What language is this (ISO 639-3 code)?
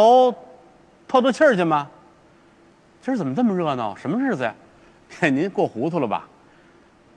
zho